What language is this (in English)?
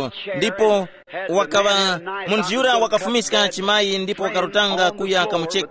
Tumbuka